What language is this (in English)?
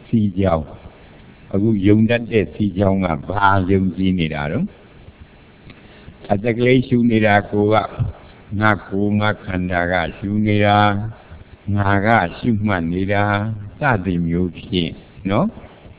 Burmese